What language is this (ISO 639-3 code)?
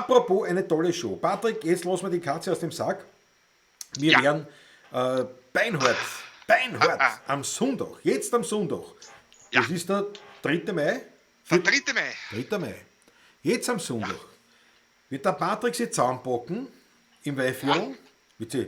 bar